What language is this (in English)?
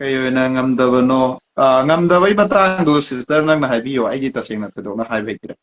Manipuri